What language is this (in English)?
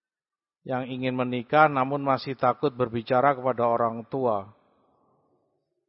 Indonesian